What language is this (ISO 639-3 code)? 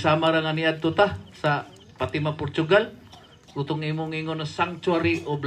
ceb